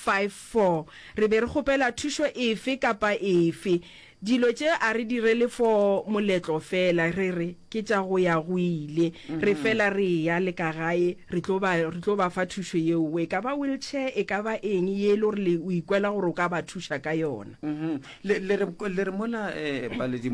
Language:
Northern Sotho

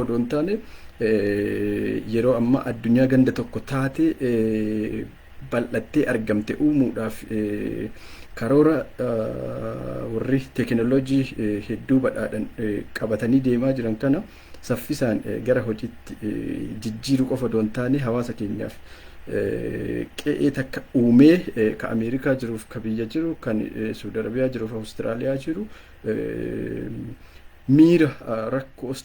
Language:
Oromo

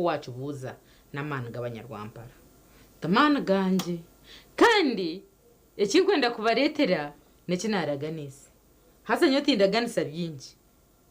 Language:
Nyankole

